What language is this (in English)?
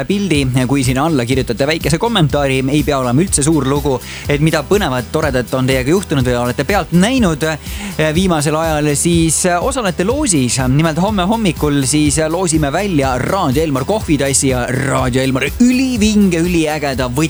Estonian